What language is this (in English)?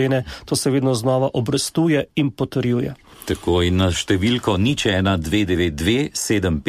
Slovenian